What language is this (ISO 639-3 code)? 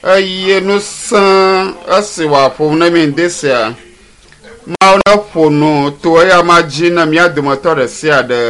ewe